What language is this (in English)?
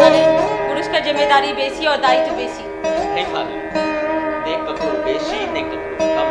Maithili